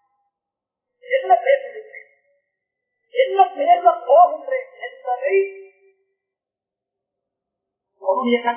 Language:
Tamil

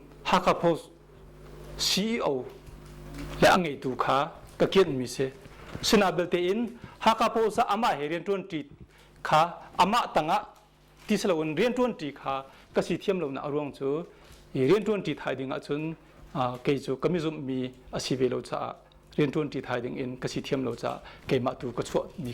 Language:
Hakha Chin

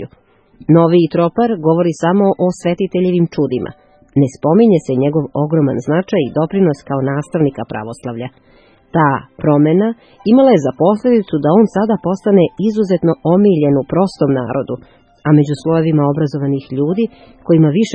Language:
Serbian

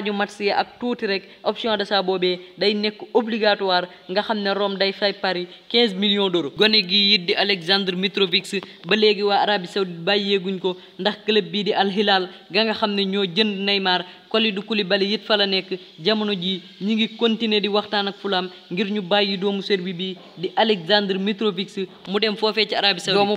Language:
Wolof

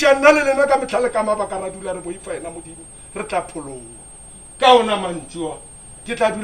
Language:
Northern Sotho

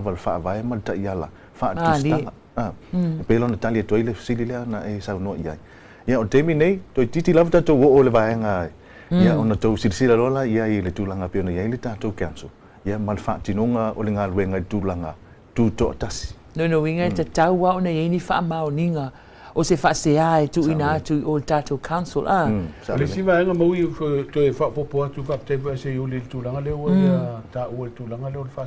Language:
Samoan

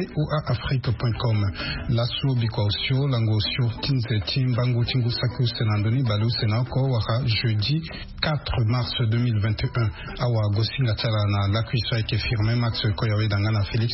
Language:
Sango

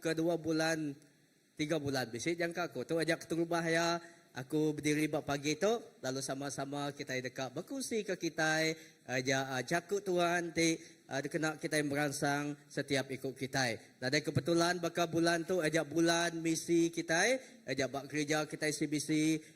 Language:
Iban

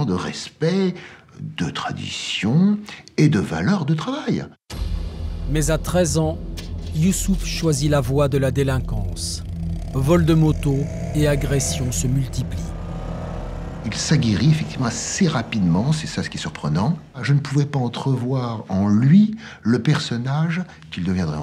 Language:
French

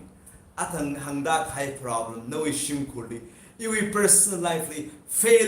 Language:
Tangkhul Naga (India)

